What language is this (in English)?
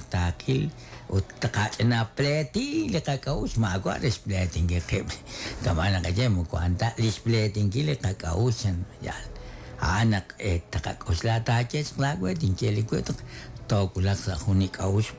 Kekchí